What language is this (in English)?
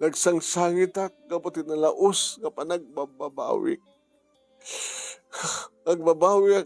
Iloko